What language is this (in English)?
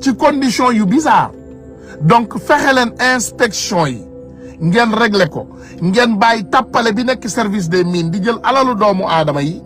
Wolof